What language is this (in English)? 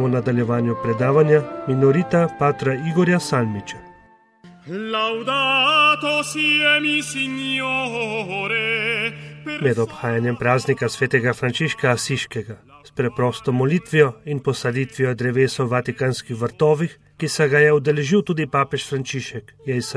Slovenian